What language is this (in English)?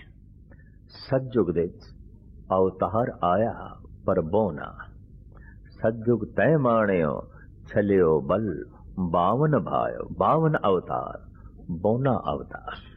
Punjabi